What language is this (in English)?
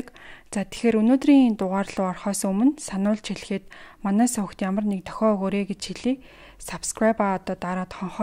Mongolian